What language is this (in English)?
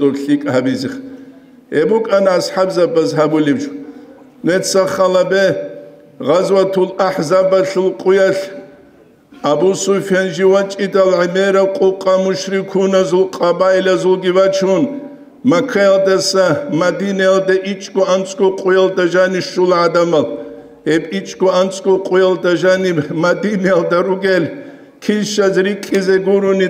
Avaric